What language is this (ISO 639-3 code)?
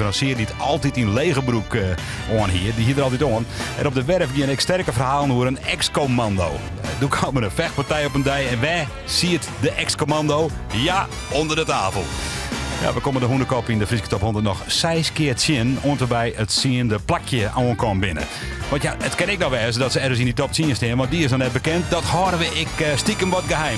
fry